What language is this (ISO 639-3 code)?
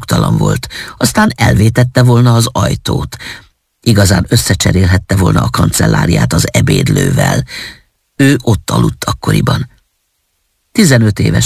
hun